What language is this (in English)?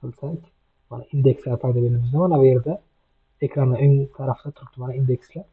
Uzbek